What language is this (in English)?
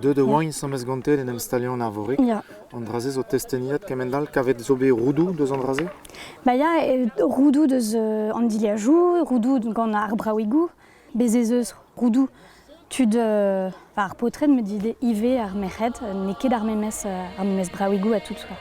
Breton